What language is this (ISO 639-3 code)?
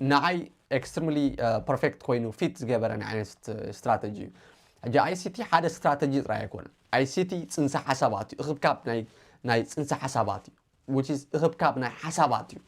tir